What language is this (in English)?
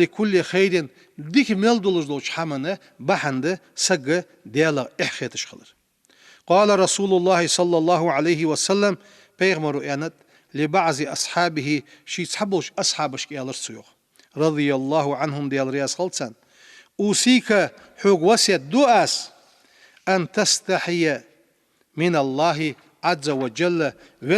Ingush